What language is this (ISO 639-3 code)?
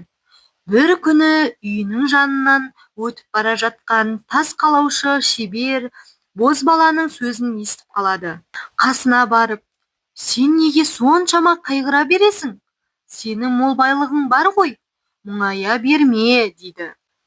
kaz